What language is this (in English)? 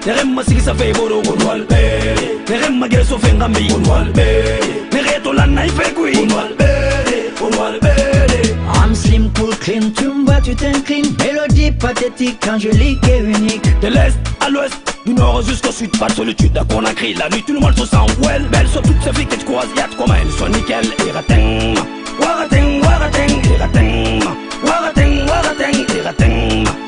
Fula